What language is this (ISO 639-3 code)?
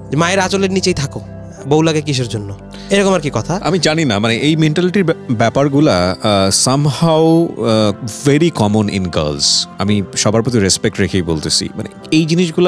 ben